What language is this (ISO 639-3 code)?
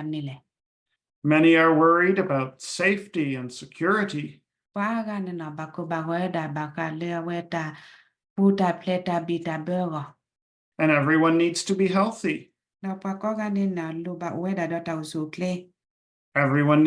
ksw